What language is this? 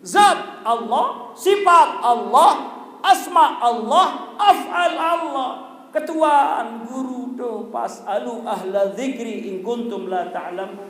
Sasak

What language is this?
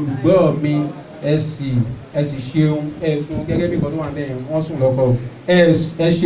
Yoruba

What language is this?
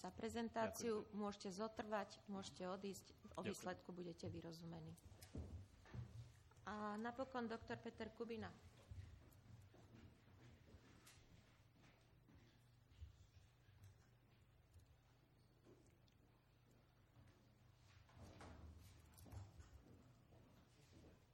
Slovak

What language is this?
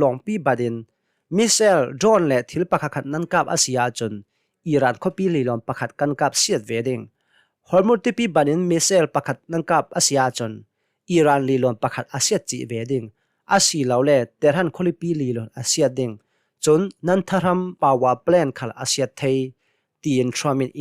Hakha Chin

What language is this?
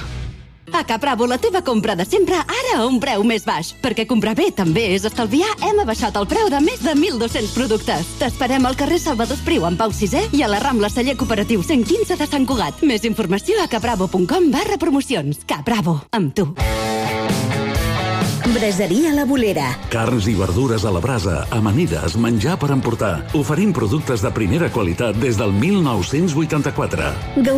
Catalan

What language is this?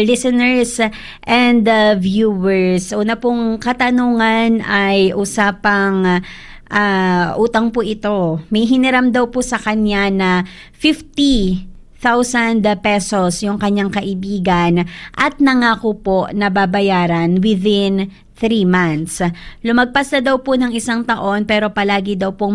Filipino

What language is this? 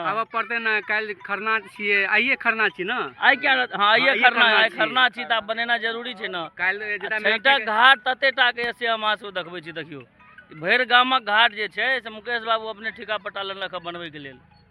Maithili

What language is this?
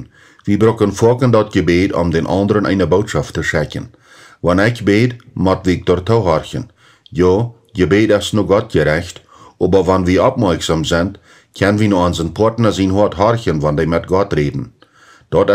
Plautdietsch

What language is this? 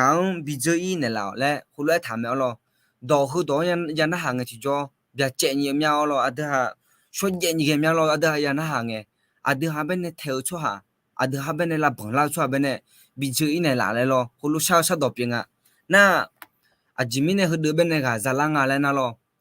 Akha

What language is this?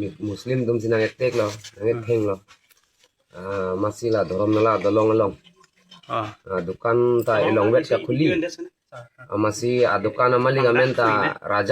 Karbi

